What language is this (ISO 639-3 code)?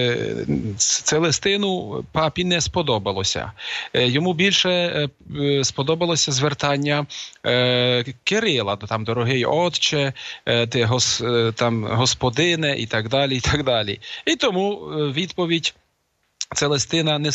ukr